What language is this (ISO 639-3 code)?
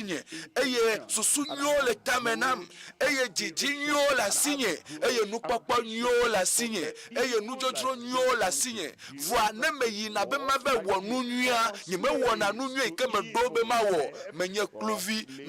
ewe